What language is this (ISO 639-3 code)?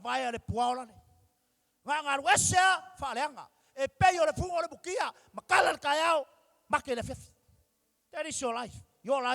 smo